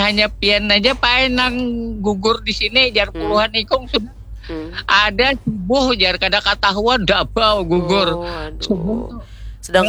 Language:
Banjar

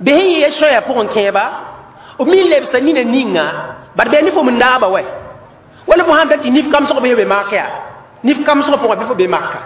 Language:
Mossi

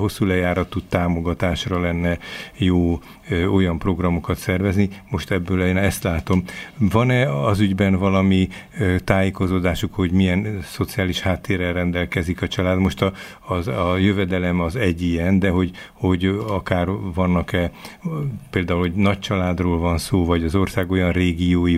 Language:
Hungarian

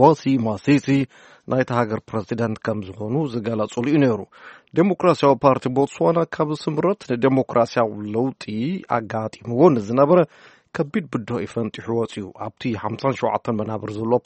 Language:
Tigrinya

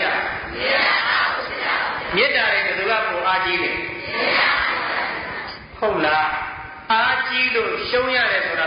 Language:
Burmese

